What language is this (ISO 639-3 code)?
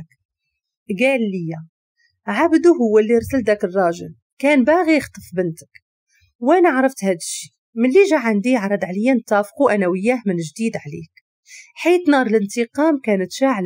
ary